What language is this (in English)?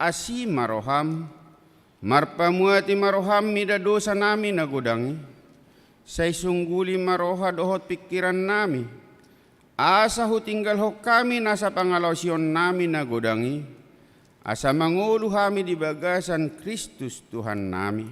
Batak Toba